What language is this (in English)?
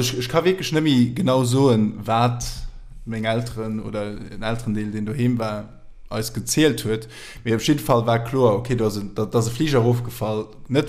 Luxembourgish